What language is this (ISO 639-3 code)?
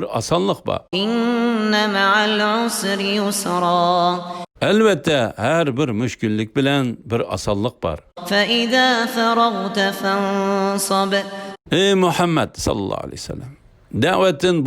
uig